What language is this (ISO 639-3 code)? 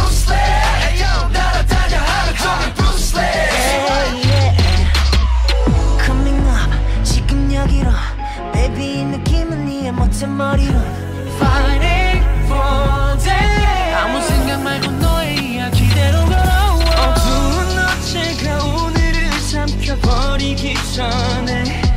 kor